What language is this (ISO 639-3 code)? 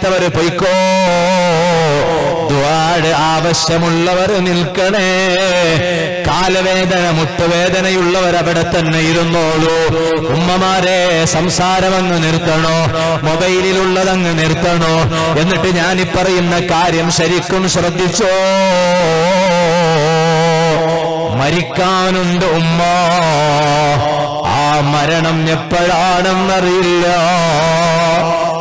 mal